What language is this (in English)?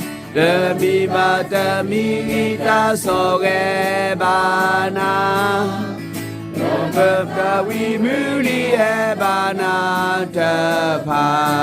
S'gaw Karen